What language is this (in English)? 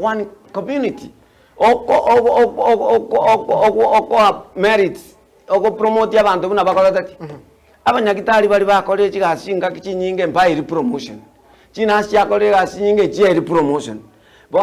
Gusii